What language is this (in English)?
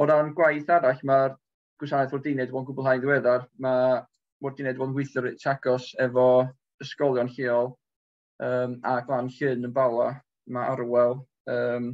Welsh